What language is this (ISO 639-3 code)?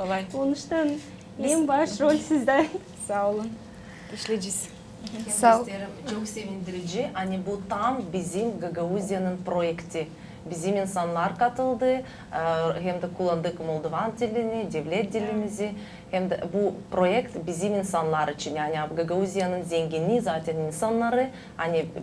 gag